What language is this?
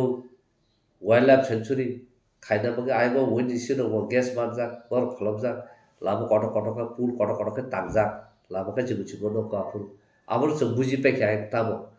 Kok Borok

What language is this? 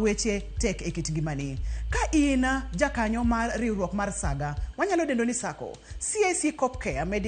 Luo (Kenya and Tanzania)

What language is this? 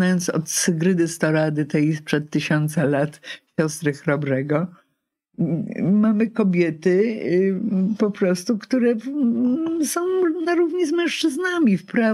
Polish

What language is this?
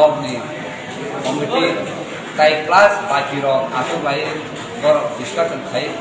Kok Borok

